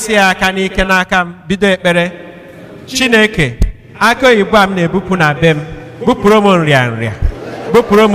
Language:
Igbo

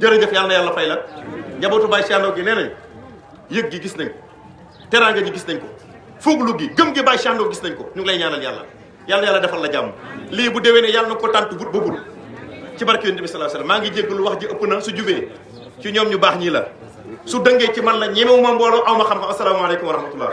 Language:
Wolof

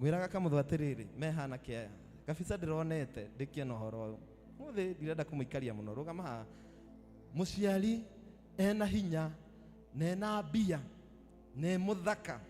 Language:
Kikuyu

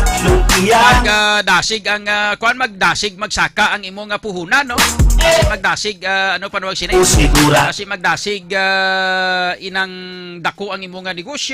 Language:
Hiligaynon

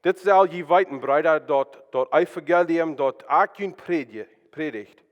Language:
Plautdietsch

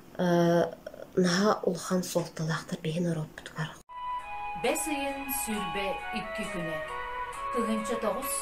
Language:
Yakut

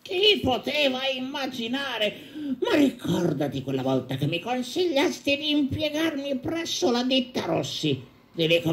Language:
Italian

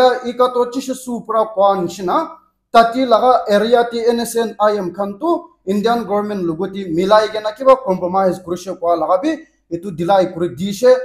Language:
Naga Pidgin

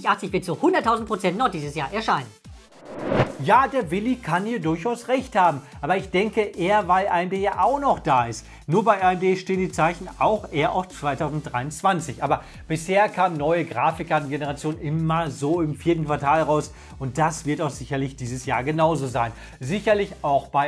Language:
German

